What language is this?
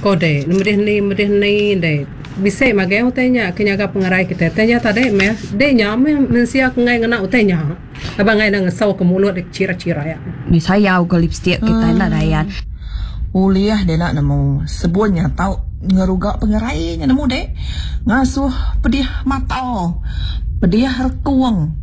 Iban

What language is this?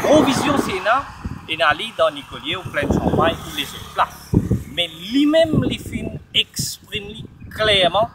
Morisyen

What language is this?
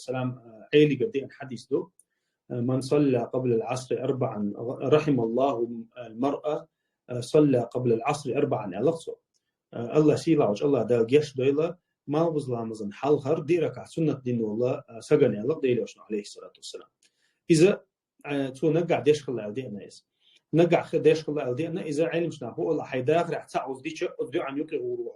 Chechen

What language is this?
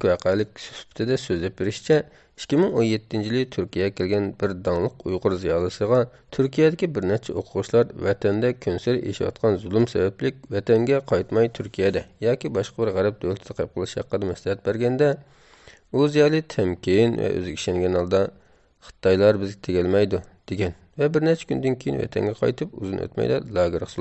Uyghur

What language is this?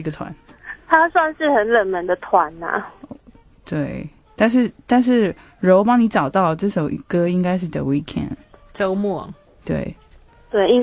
Chinese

